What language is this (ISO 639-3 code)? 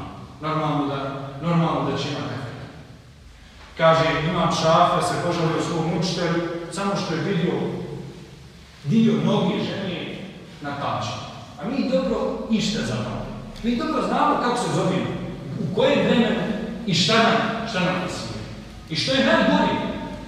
bos